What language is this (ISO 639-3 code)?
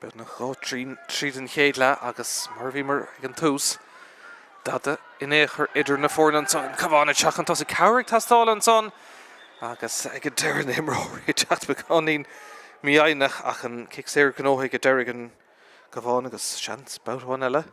gle